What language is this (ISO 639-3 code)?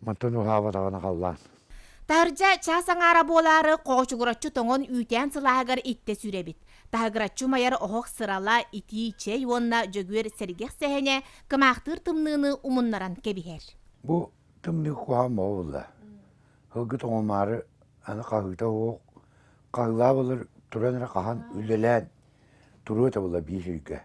sah